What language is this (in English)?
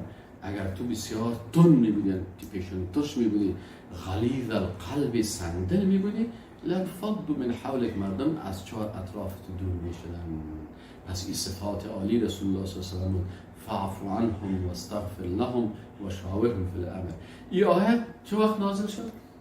Persian